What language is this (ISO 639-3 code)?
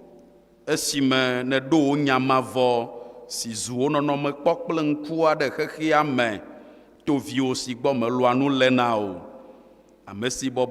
ewe